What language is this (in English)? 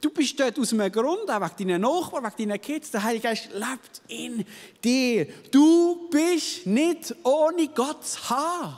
Swiss German